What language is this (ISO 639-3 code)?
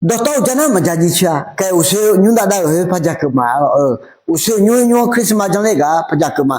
ahk